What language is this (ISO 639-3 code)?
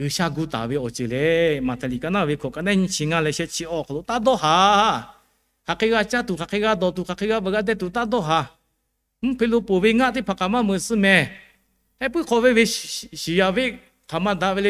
lhu